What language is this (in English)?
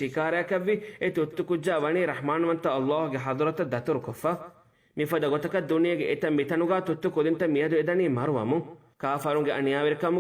Divehi